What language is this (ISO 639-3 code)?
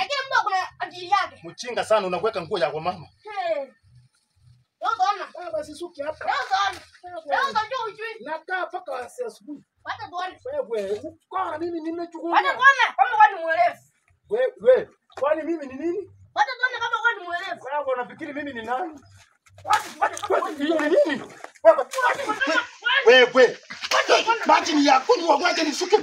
swa